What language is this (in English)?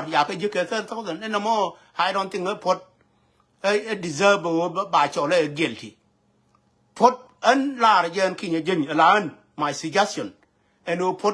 Nuer